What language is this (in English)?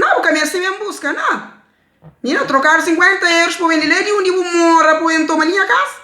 Kabuverdianu